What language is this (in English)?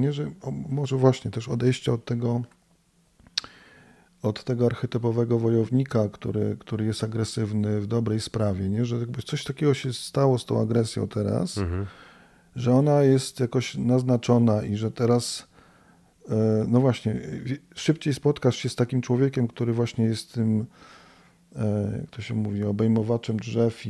Polish